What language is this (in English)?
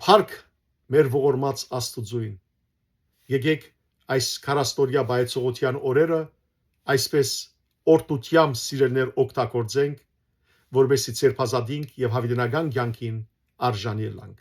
Western Armenian